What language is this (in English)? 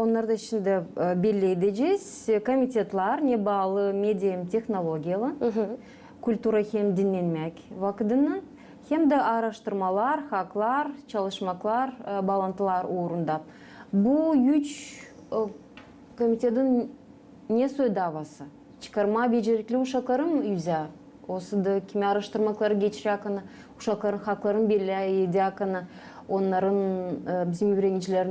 Gagauz